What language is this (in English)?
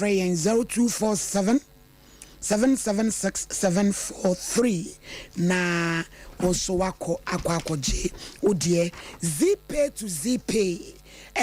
Akan